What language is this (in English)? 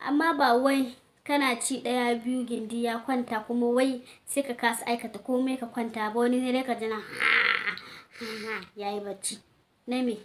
Hausa